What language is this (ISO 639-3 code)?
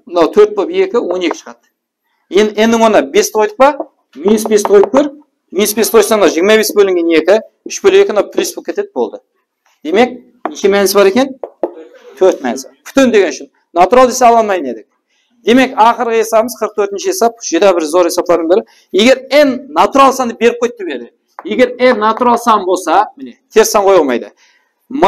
kaa